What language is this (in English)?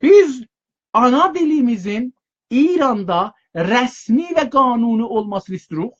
South Azerbaijani